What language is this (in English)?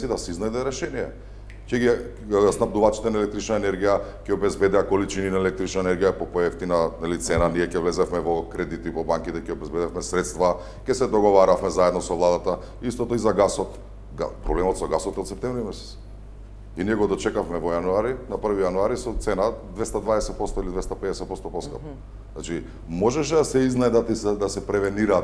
Macedonian